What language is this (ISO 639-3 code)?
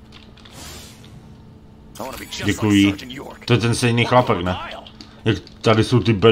ces